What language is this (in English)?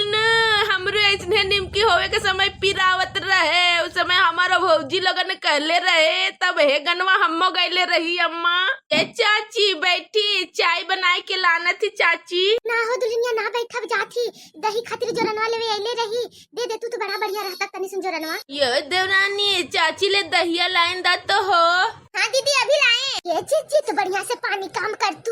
Bhojpuri